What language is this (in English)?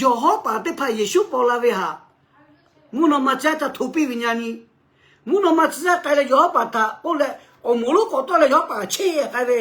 Lahu